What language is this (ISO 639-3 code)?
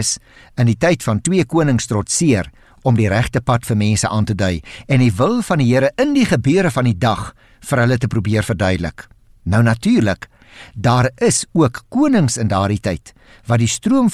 afr